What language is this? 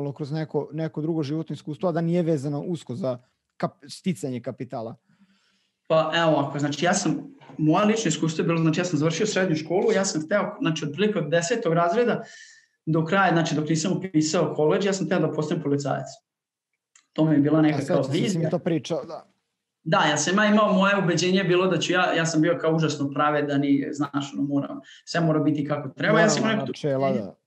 Serbian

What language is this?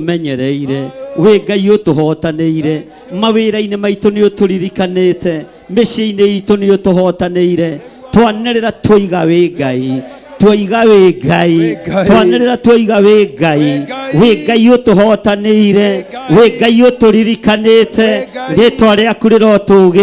Kikuyu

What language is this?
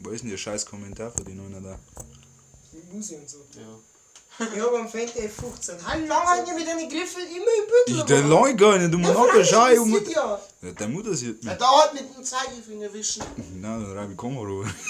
Bavarian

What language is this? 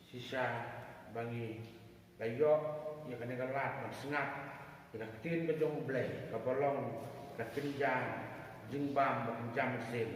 Khasi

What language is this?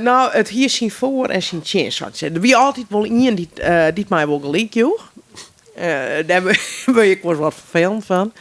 Western Frisian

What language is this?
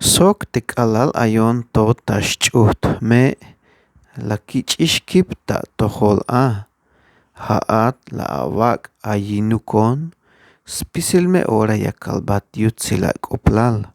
Tzeltal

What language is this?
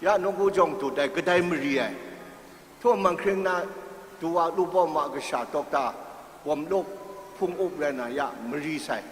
Kachin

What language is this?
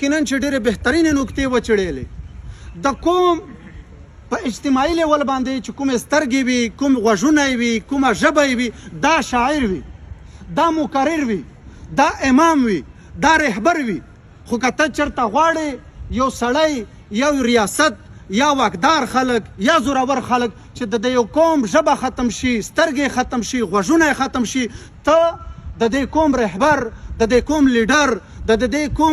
Pashto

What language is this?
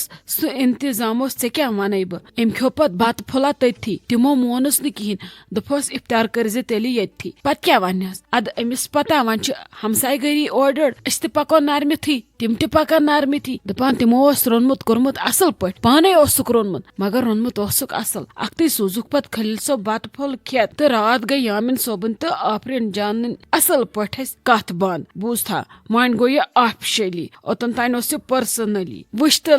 Kashmiri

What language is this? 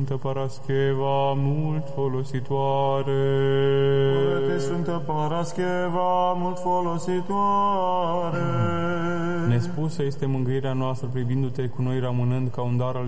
Romanian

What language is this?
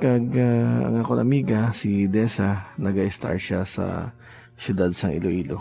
Hiligaynon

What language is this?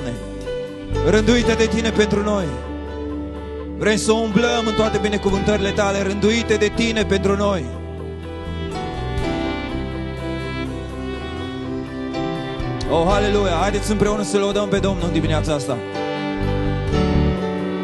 Romanian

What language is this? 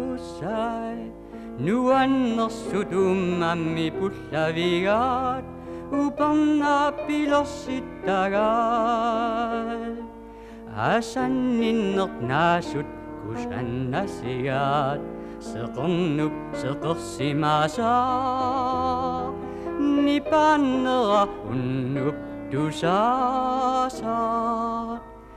Kalaallisut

